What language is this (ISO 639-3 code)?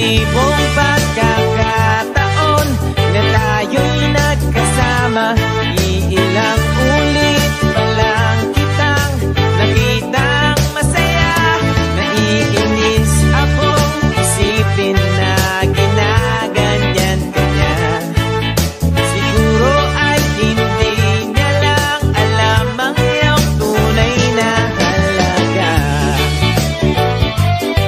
fil